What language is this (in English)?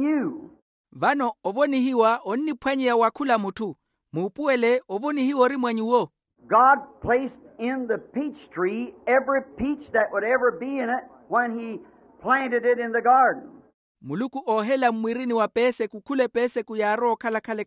Makhuwa